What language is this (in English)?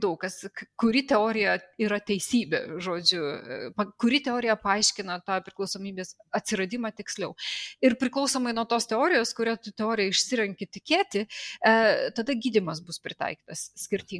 Lithuanian